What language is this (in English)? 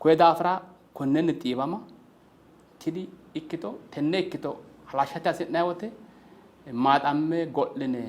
Sidamo